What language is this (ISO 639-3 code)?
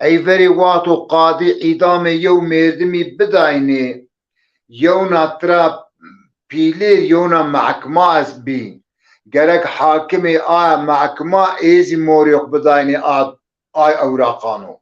zza